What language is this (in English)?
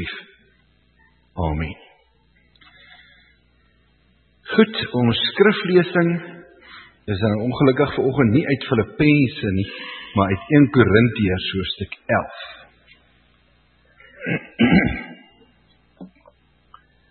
Afrikaans